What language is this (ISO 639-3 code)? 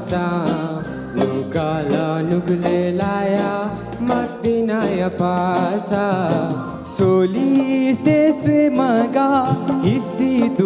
new